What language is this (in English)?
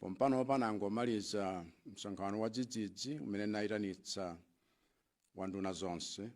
Nyanja